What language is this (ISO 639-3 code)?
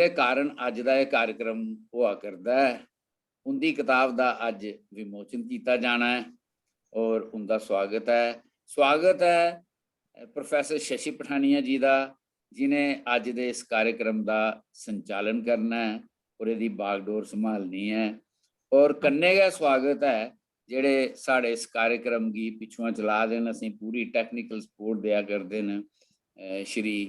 doi